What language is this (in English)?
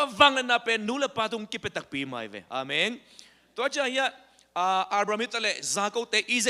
Tedim Chin